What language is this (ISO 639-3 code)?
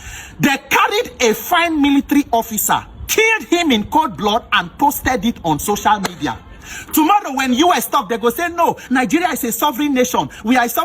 pcm